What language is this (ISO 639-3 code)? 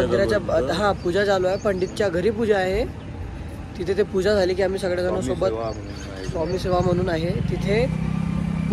mar